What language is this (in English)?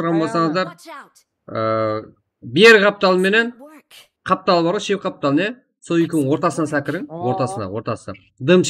Kara-Kalpak